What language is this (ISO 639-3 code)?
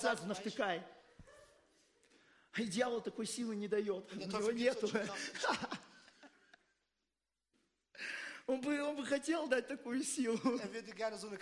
rus